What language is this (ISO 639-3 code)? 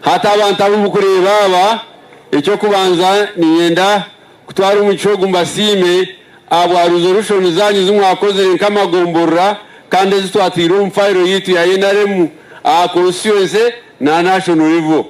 nyn